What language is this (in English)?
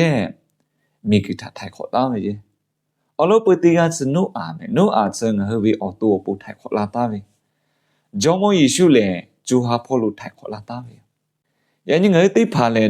Lahu